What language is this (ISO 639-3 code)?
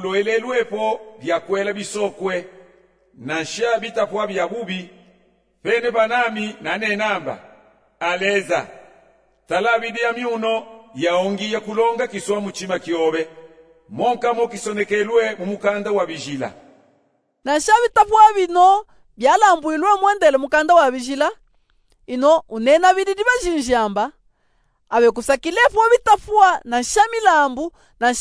lub